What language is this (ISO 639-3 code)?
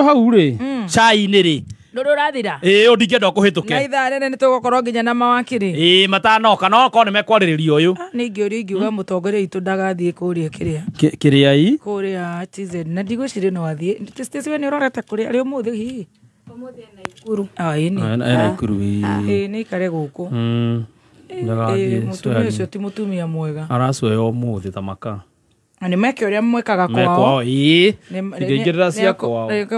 kik